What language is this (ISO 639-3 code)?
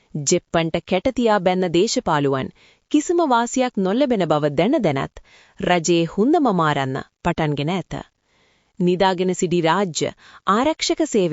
sin